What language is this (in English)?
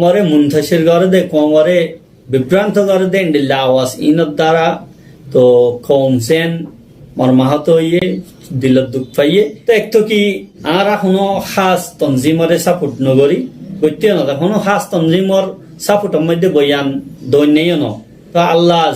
Rohingya